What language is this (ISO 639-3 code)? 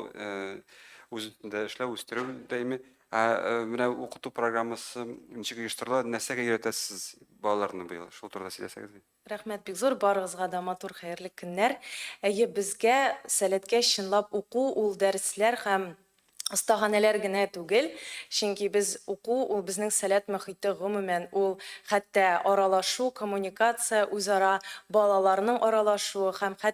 tat